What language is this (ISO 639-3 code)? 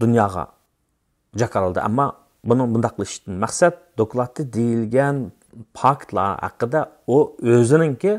uig